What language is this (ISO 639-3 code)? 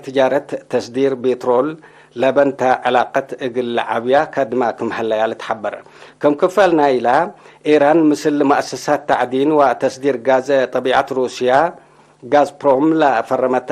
tig